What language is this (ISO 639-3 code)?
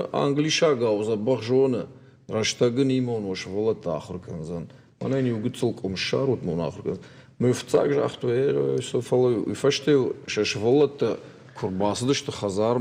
oss